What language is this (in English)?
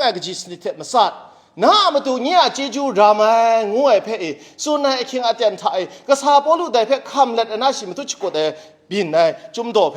Kachin